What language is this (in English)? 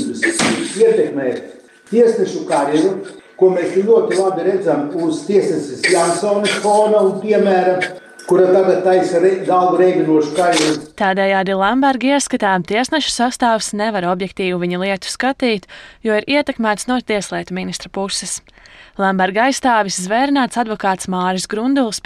Latvian